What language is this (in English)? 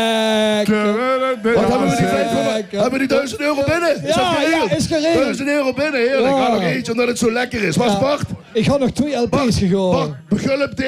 Limburgish